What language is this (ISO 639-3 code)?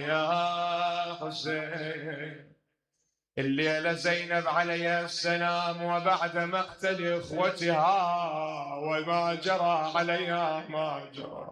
acm